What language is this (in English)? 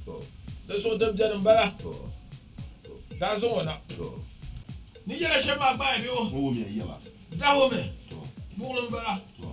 Dagbani